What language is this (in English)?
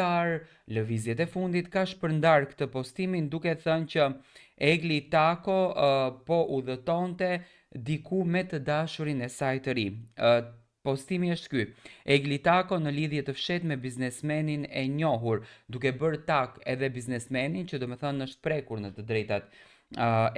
Albanian